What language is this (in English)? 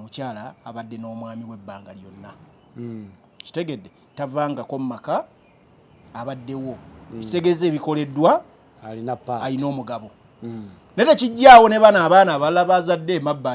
Ganda